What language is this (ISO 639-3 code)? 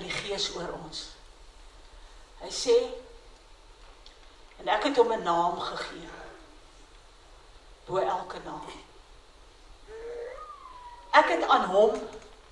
afr